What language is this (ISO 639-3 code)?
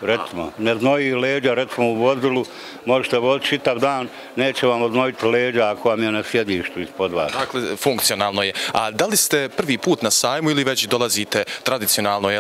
bos